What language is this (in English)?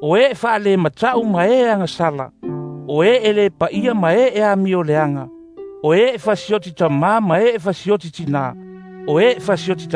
Samoan